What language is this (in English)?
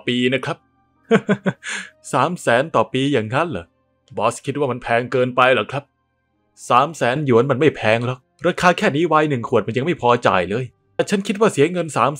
Thai